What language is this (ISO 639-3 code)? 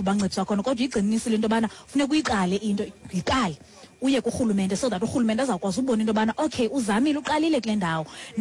xho